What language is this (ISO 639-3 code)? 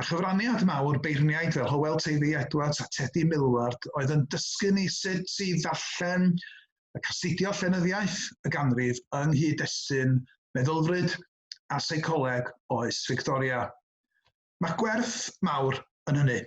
cym